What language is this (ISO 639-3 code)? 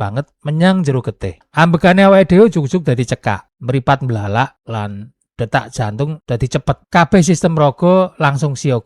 jav